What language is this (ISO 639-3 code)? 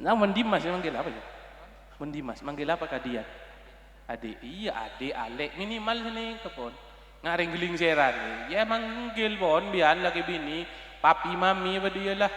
mad